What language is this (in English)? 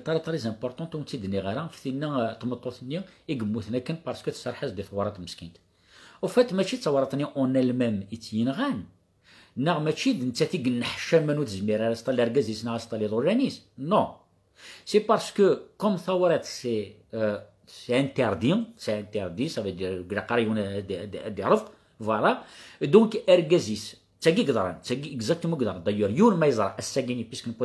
Kabyle